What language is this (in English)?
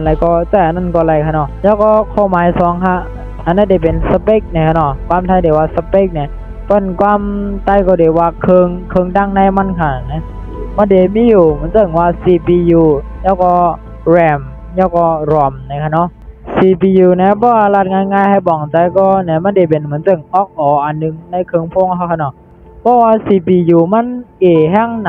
Shan